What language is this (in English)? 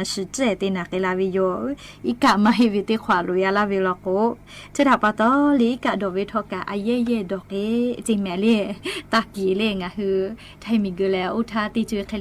Lahu